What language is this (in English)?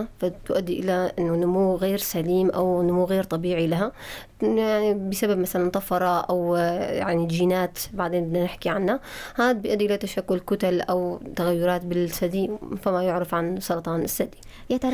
North Levantine Arabic